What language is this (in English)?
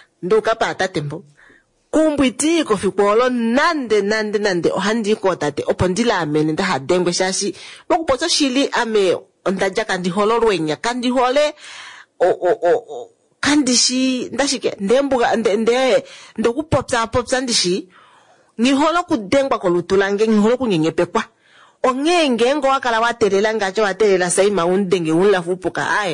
Kuanyama